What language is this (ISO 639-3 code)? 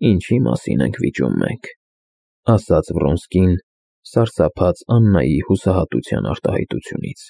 hye